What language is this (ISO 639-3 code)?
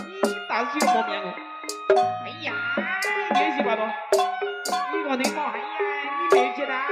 bew